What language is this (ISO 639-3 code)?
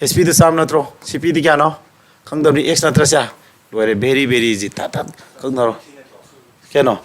mni